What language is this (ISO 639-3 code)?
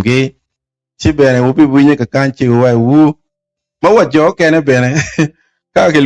ach